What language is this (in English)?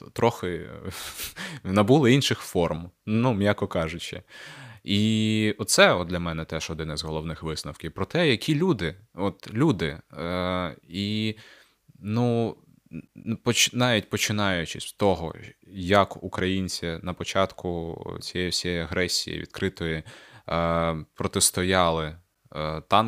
Ukrainian